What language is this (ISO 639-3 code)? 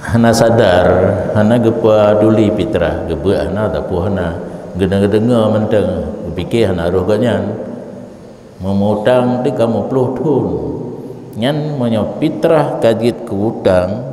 ace